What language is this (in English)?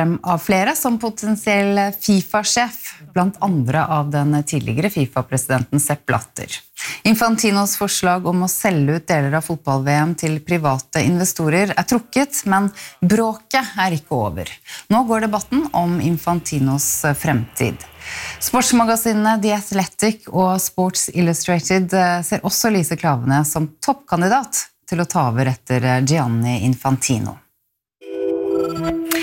Norwegian